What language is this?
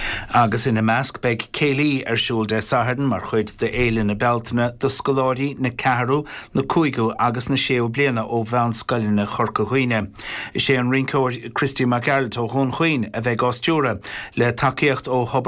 Irish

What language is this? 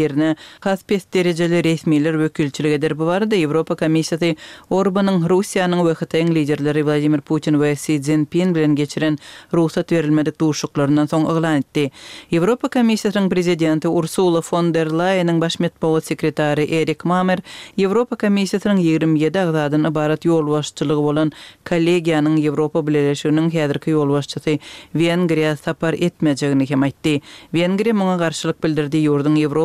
Kyrgyz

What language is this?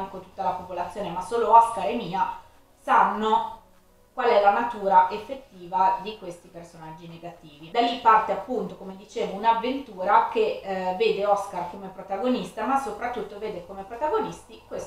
Italian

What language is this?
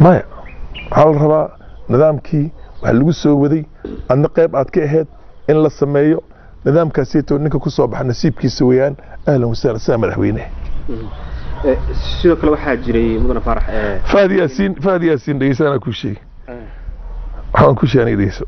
Somali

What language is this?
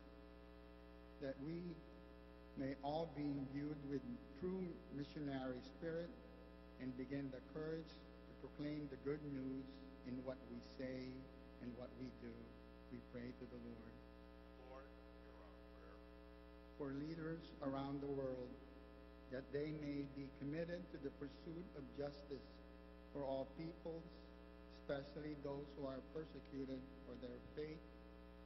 English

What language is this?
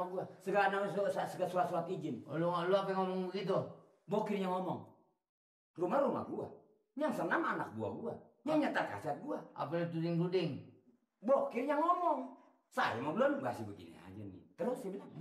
Betawi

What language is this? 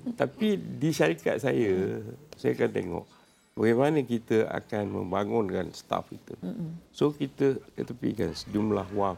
Malay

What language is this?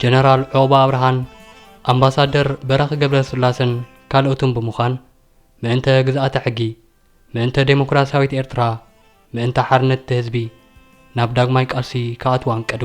Tigrinya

